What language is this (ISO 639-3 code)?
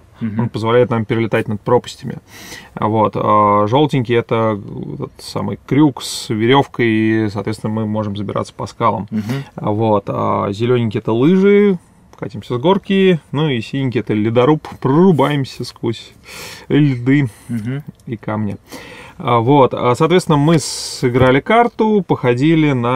rus